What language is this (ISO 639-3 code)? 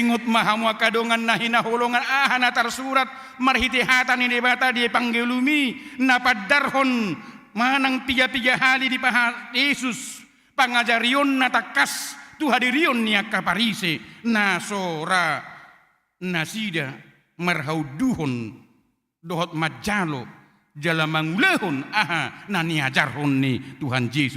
bbc